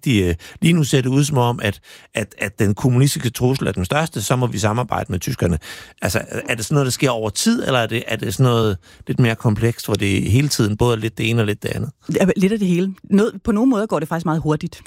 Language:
Danish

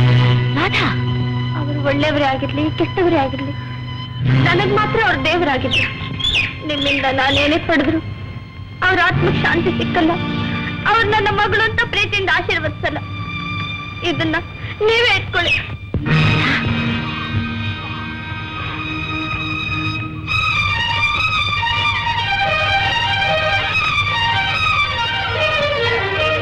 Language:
Kannada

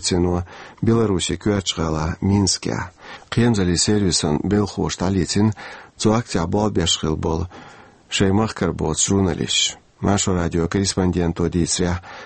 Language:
Chechen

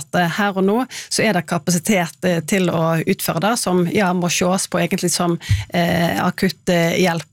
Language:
Norwegian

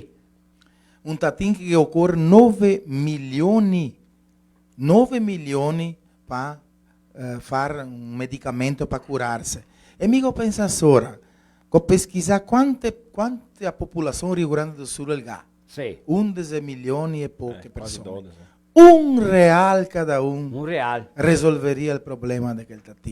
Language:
Venetian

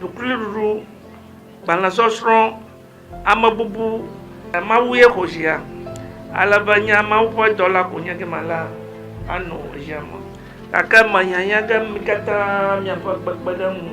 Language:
Ewe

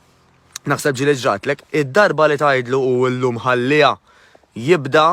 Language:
Maltese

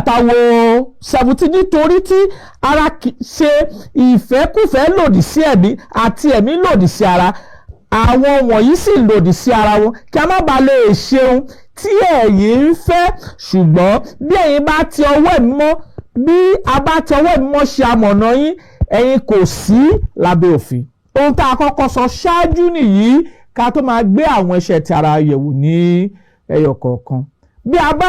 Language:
Yoruba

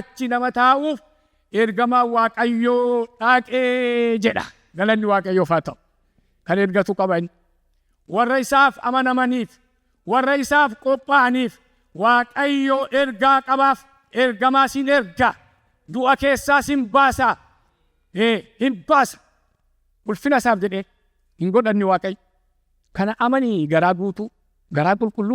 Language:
Oromo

